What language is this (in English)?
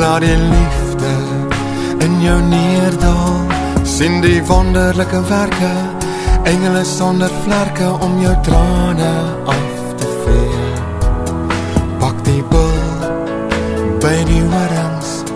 Afrikaans